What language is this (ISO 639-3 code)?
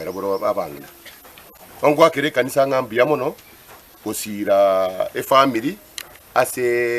guz